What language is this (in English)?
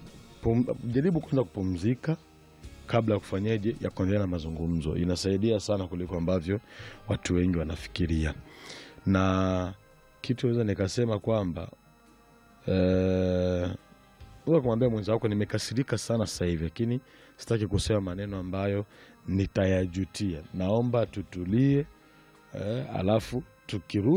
Swahili